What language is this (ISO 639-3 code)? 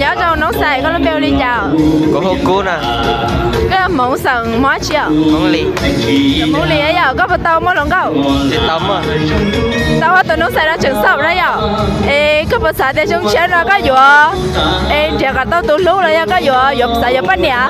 hmn